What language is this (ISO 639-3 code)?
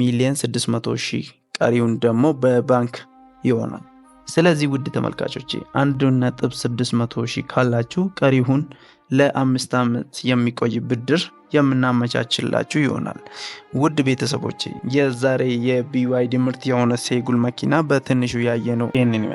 amh